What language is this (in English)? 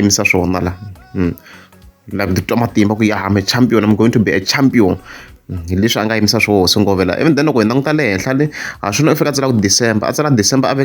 Tsonga